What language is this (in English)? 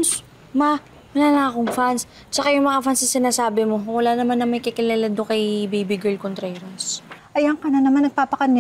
Filipino